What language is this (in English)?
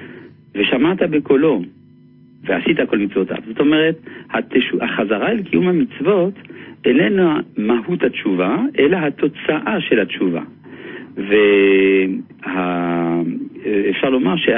Hebrew